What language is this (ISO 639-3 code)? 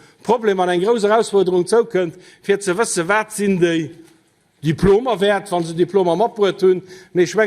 ltz